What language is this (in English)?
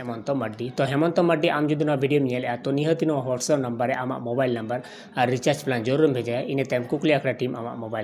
Santali